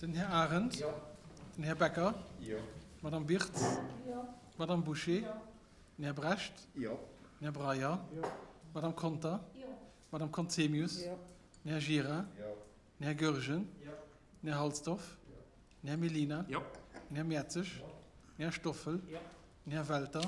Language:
Luxembourgish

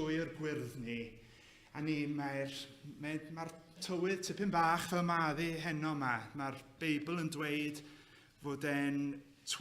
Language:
Welsh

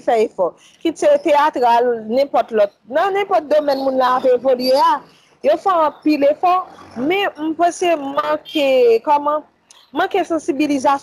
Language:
Haitian Creole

